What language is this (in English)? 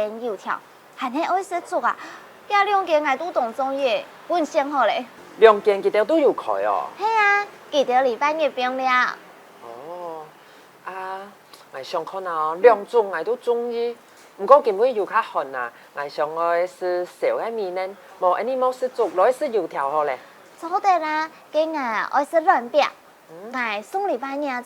Hakka Chinese